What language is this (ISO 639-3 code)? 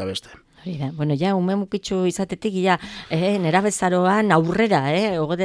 eus